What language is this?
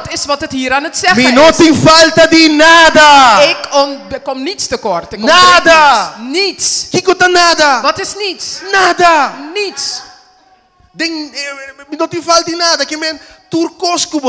Papiamento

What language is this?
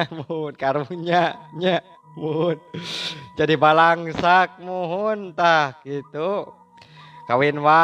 Sundanese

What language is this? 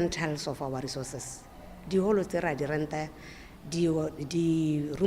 Tswana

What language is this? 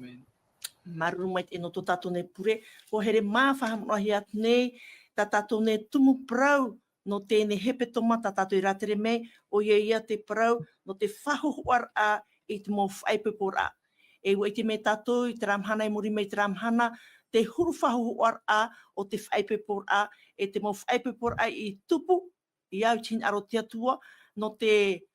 Tahitian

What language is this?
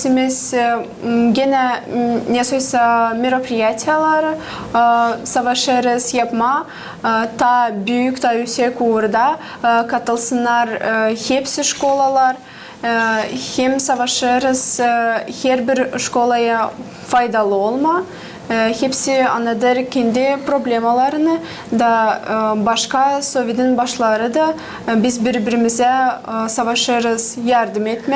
Gagauz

